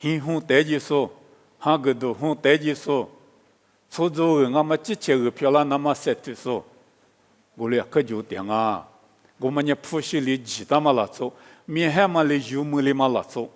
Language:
Lisu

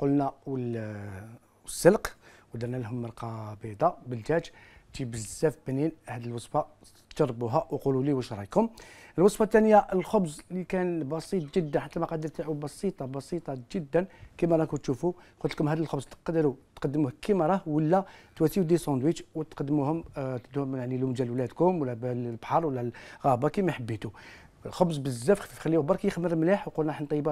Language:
Algerian Arabic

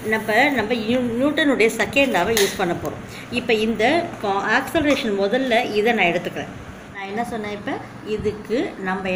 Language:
Tamil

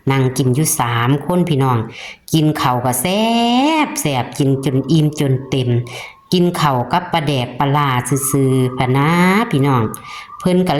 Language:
Northeastern Thai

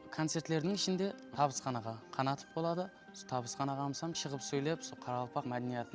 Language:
Kara-Kalpak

